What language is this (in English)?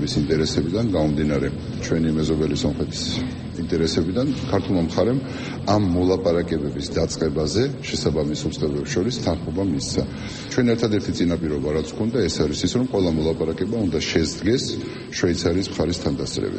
Georgian